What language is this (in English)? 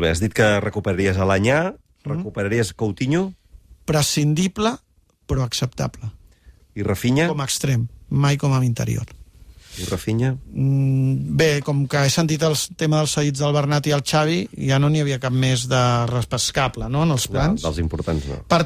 Catalan